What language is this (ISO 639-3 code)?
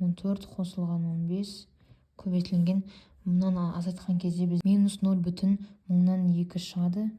kaz